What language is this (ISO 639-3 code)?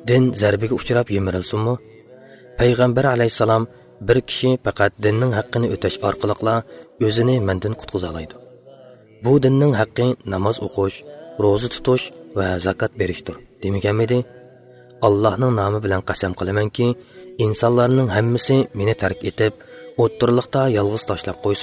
uig